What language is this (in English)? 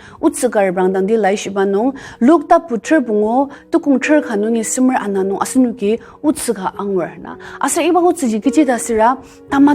Ao Naga